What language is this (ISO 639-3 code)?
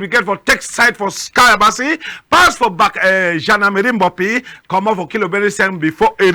wes